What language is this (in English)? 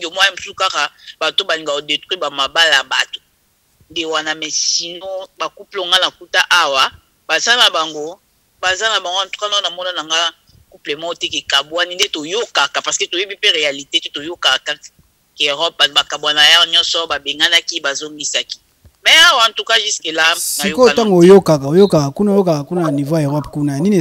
Lingala